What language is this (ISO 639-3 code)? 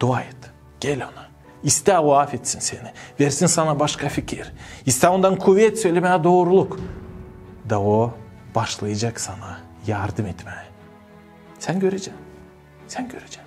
gag